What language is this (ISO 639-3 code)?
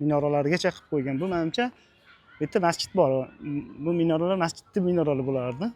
uzb